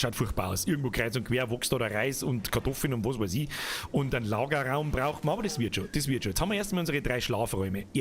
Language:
Bavarian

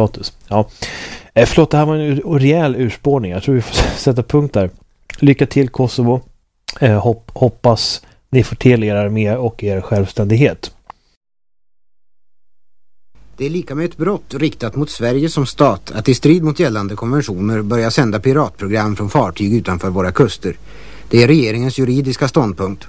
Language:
Swedish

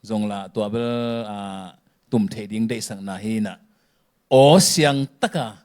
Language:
Tedim Chin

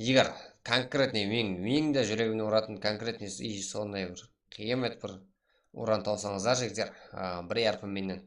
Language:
Kara-Kalpak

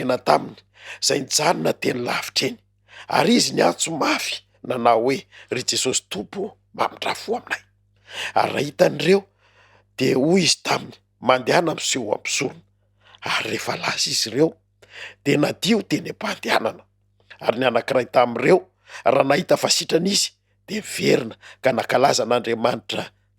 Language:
Malagasy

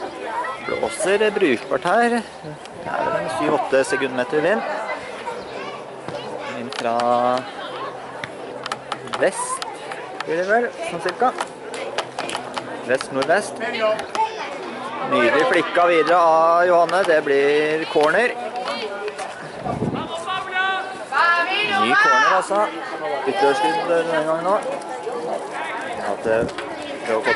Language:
Norwegian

